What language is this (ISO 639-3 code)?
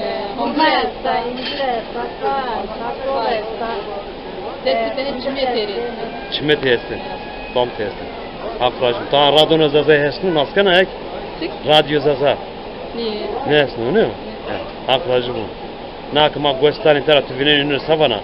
zza